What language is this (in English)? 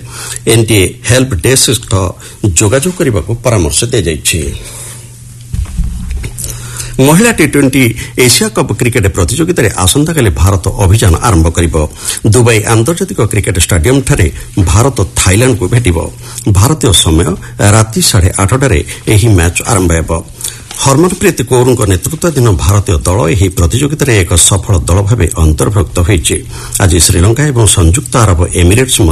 Odia